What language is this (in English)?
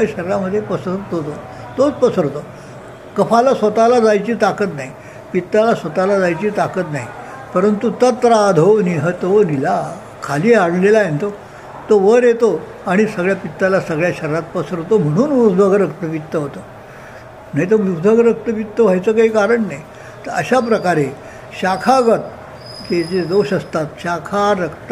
Marathi